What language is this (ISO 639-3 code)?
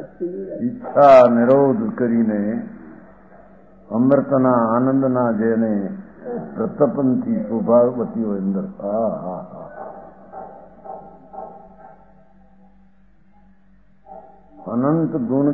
guj